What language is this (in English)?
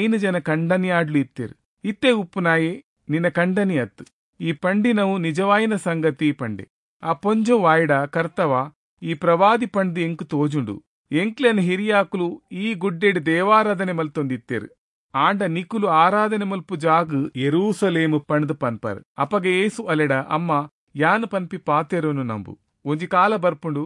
Tulu